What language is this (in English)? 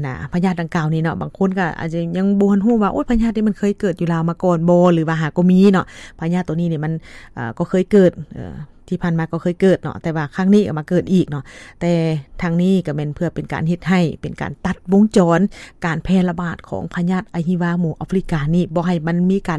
Lao